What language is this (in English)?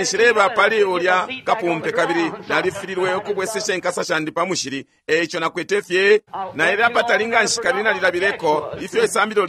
Bemba